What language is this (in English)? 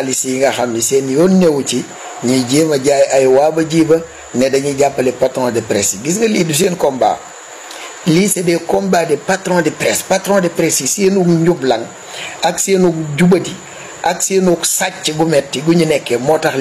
Wolof